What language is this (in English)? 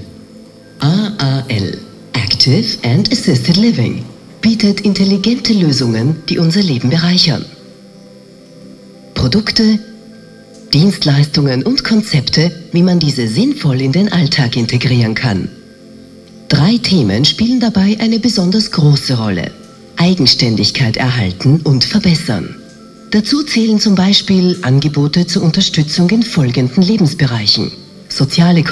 German